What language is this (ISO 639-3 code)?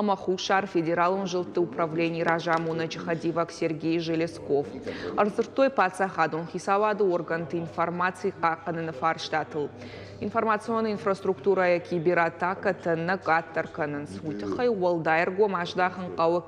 oss